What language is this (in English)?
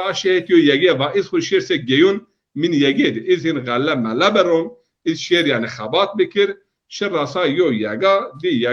Zaza